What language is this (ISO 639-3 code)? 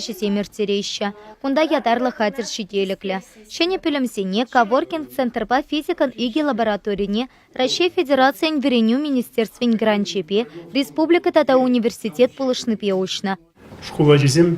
chv